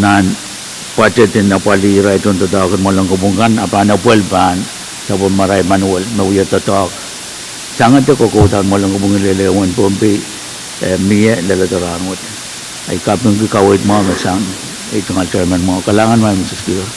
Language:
Pohnpeian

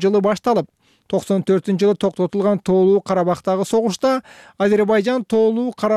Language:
Kyrgyz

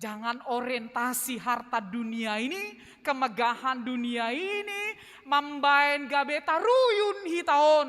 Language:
Batak Simalungun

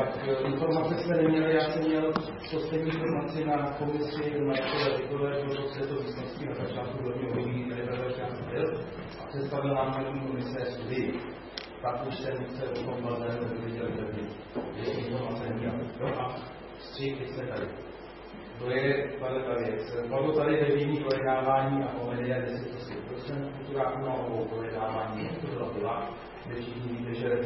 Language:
Czech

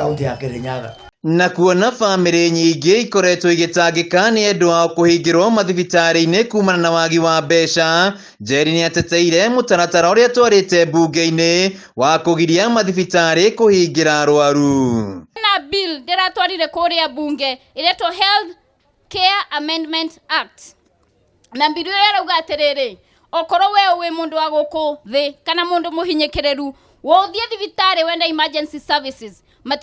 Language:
Kikuyu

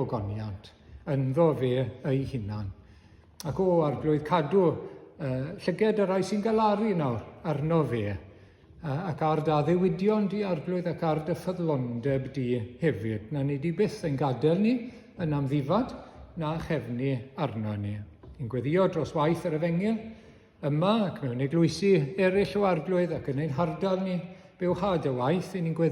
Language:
Welsh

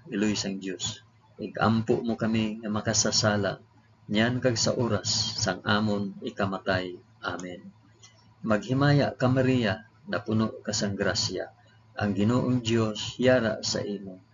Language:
Hiligaynon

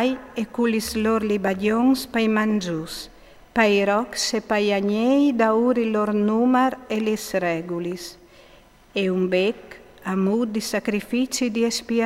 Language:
Friulian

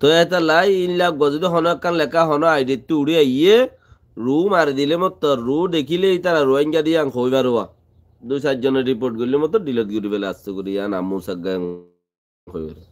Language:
Rohingya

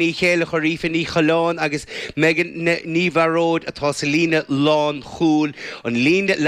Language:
Irish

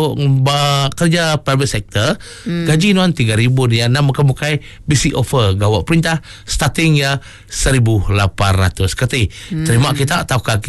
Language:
Iban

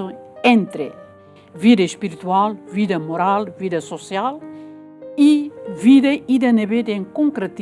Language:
Tetum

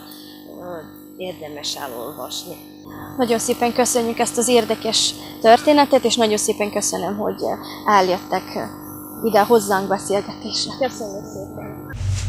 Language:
Hungarian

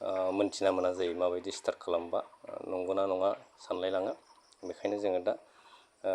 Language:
Bodo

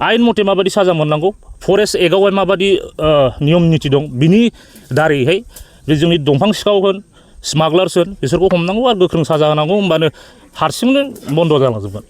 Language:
Bodo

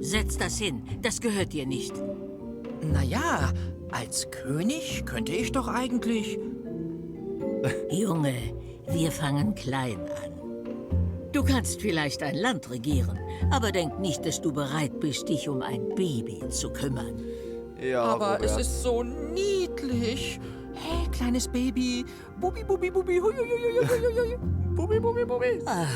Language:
Swiss German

